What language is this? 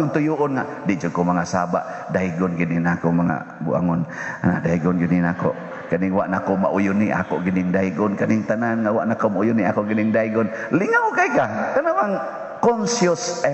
Cebuano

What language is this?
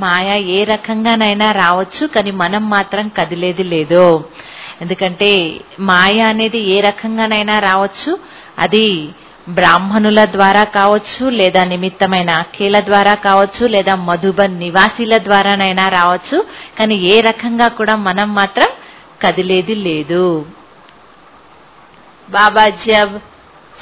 Telugu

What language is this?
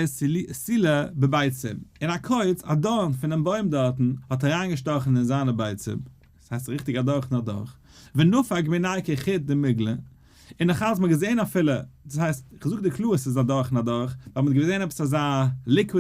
Yiddish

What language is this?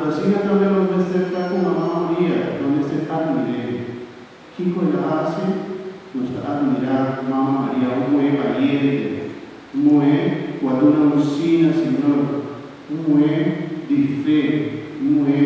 Papiamento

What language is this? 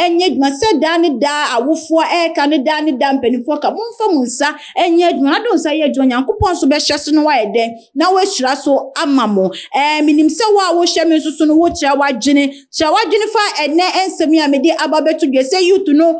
Akan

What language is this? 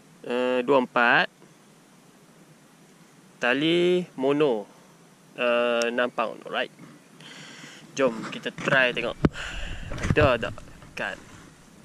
Malay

